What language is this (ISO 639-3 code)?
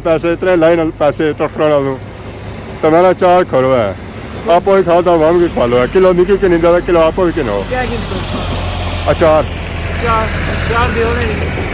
phr